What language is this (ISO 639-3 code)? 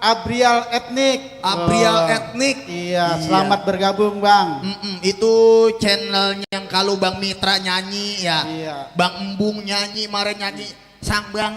bew